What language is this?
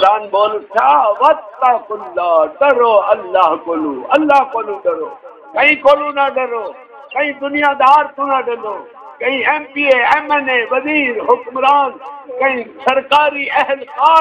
Saraiki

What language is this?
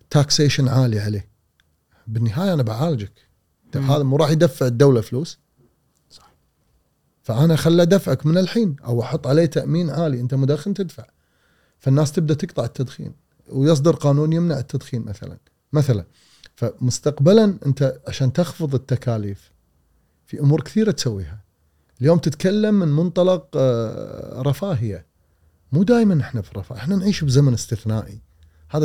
Gulf Arabic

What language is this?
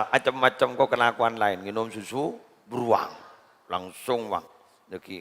Madurese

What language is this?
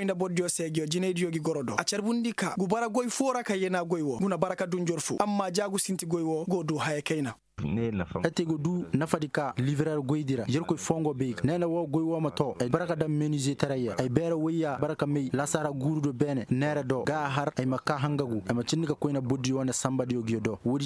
Koyraboro Senni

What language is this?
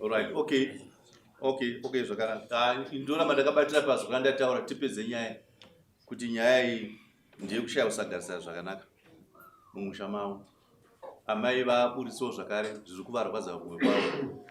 Shona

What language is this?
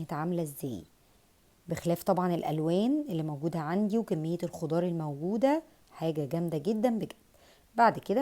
Egyptian Arabic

